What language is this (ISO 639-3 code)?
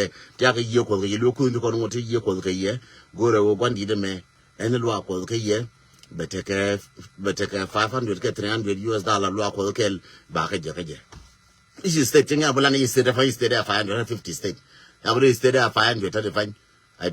nus